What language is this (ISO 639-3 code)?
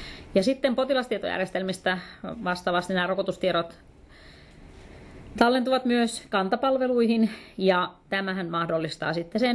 fin